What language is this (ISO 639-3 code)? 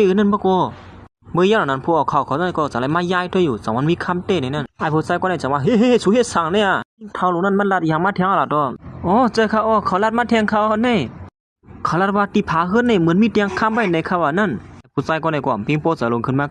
shn